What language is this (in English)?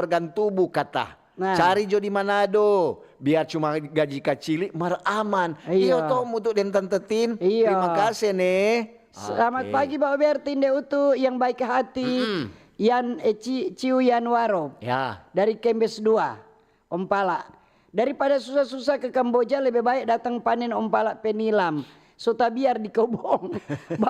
Manado Malay